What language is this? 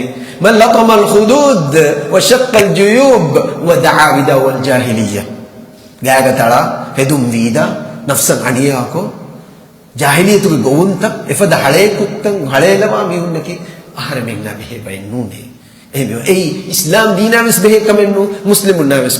Divehi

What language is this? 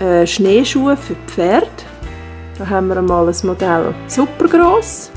Swiss German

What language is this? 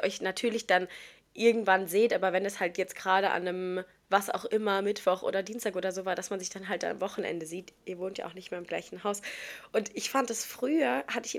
German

